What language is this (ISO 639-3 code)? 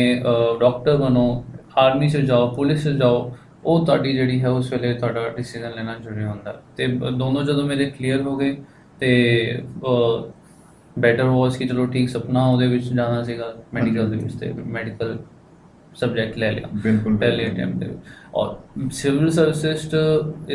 pan